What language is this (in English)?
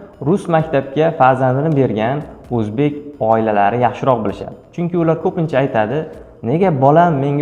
Uzbek